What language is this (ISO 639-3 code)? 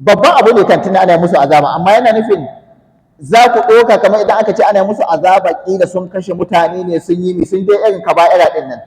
hau